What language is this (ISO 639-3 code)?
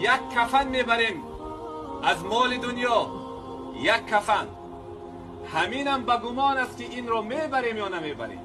tgk